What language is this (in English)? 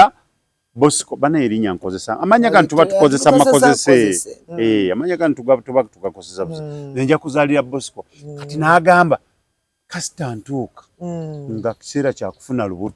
Ganda